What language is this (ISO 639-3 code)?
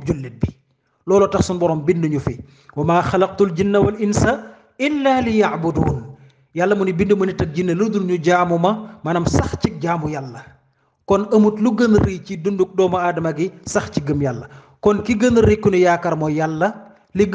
wol